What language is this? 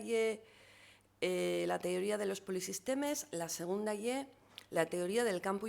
Asturian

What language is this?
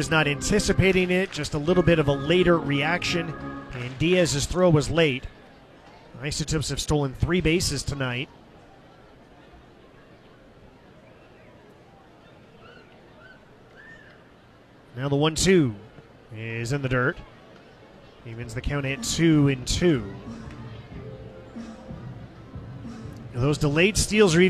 English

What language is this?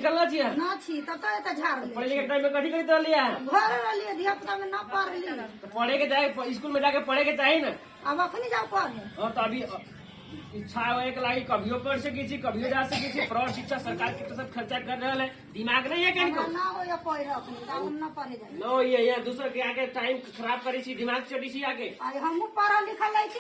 Maithili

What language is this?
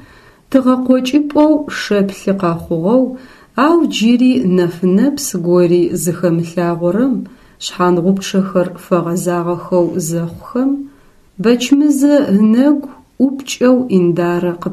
Adyghe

